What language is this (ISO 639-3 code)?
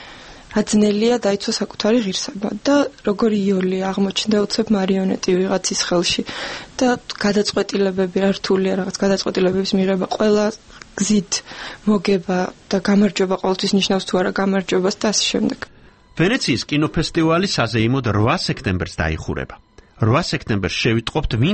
kat